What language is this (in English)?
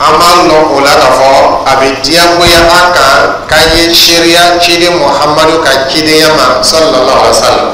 Dyula